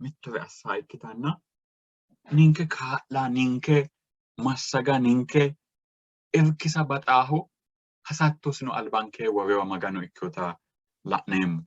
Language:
Sidamo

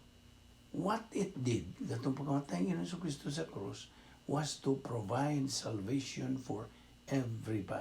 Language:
Cebuano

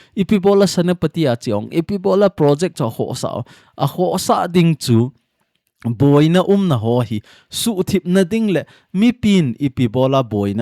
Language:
Thado Chin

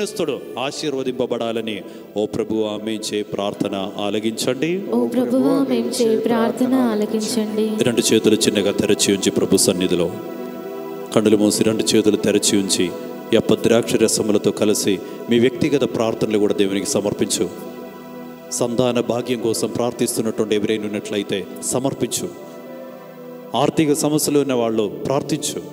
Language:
Telugu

